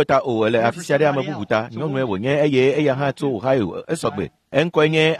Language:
Ewe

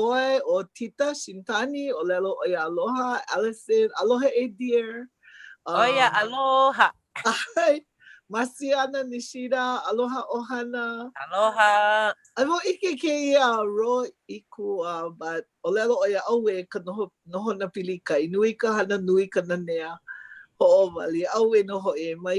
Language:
Hawaiian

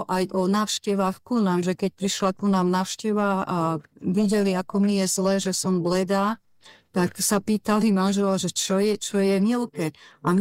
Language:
Slovak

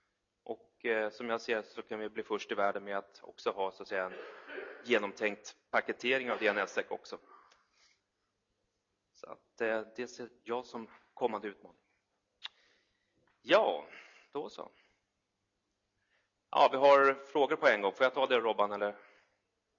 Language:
Swedish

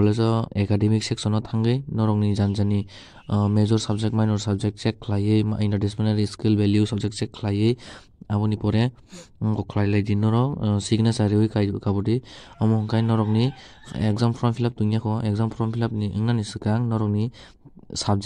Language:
Kok Borok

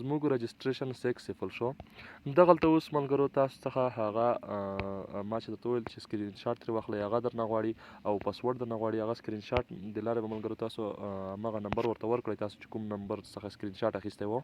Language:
Pashto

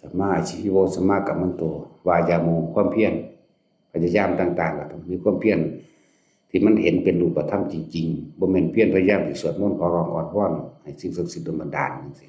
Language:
Northeastern Thai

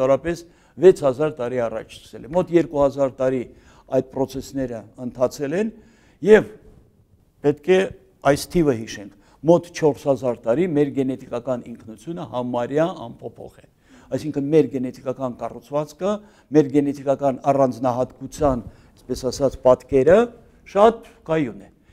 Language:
Armenian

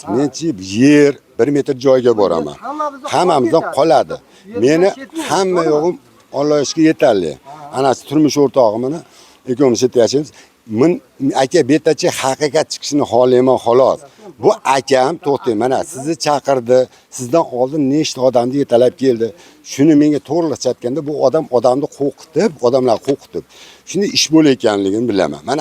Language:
Uzbek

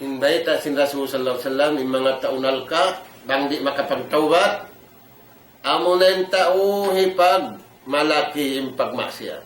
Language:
Tausug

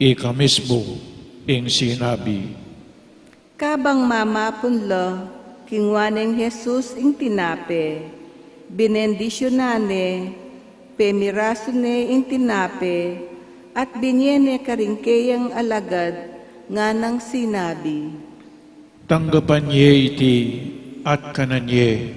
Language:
Pampanga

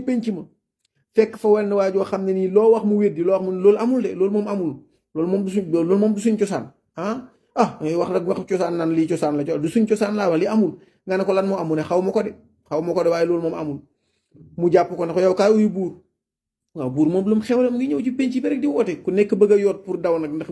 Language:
Wolof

